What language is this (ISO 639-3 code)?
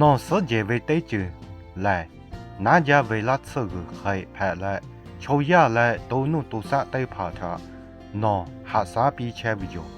lhu